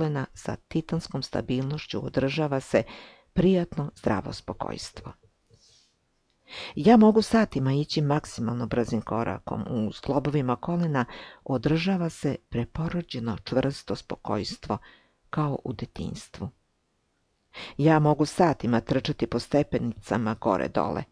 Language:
Serbian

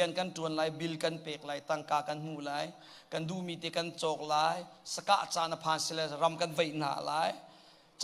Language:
Hakha Chin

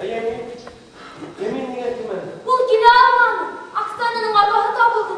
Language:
Bashkir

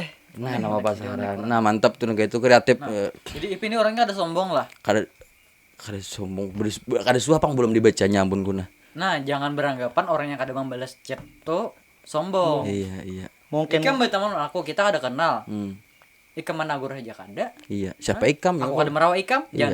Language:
Banjar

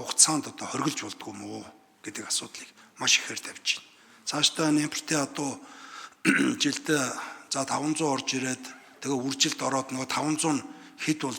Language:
Mongolian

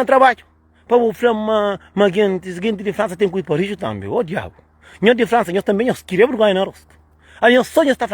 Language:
Kabuverdianu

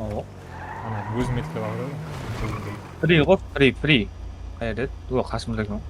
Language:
Kara-Kalpak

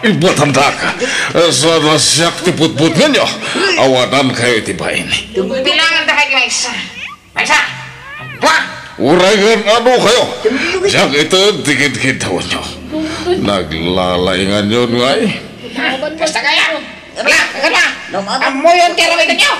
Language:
Iloko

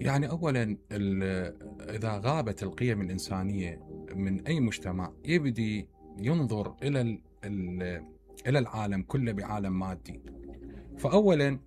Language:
Mesopotamian Arabic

